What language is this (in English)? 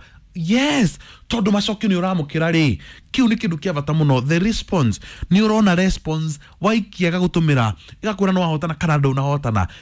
Kikuyu